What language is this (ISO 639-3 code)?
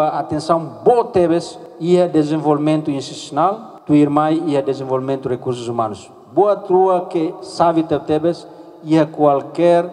tet